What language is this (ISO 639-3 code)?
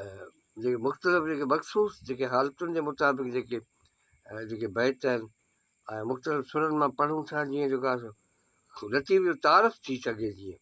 snd